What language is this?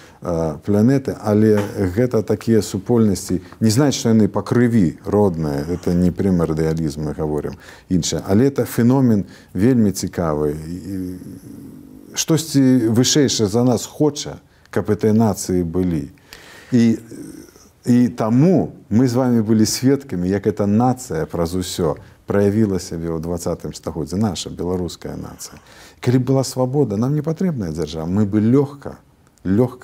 Belarusian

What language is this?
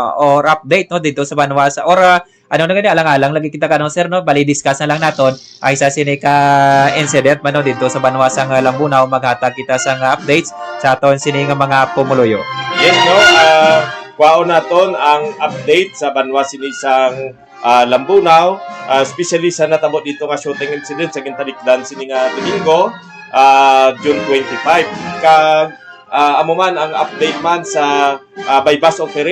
Hiligaynon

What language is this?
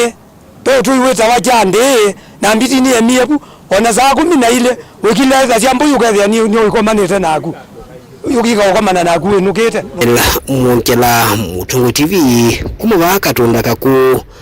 Kamba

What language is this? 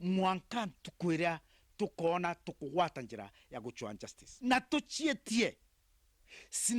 Meru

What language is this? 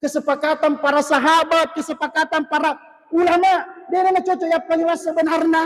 Buginese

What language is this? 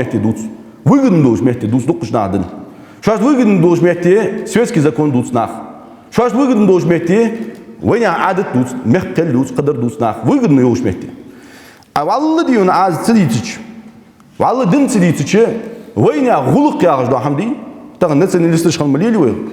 Ingush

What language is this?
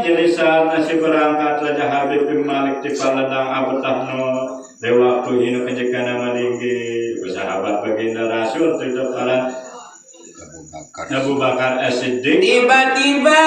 Sasak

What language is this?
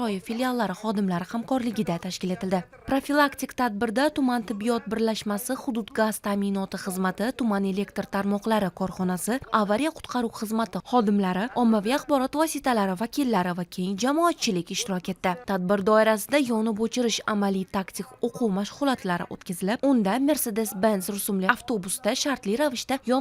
Uzbek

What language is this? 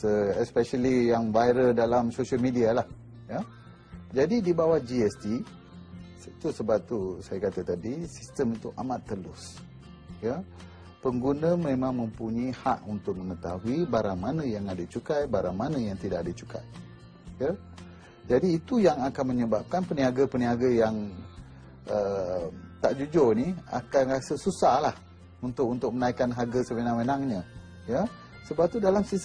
Malay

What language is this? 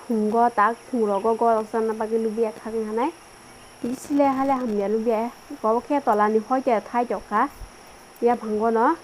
Kok Borok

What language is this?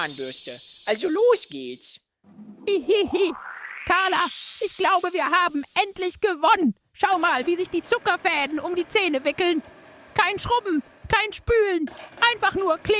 Swiss German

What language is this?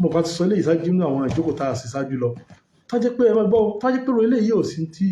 Yoruba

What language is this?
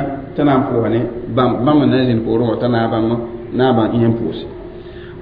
Mossi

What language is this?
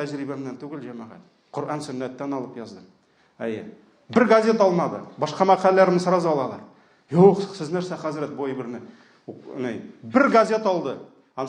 Tatar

